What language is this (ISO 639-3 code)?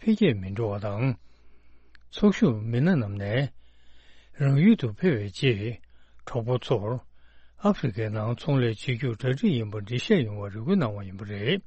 bod